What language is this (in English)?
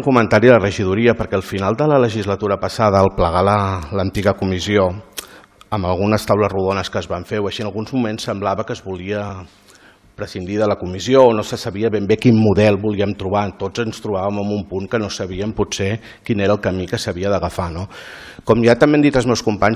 Catalan